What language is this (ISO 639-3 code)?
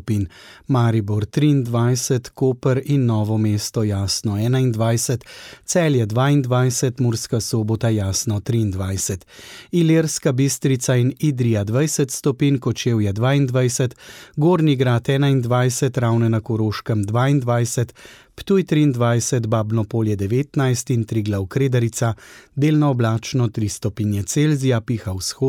slv